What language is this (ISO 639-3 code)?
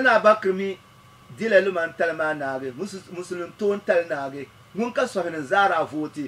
dag